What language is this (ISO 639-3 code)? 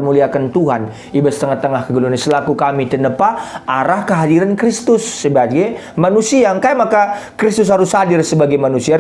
btx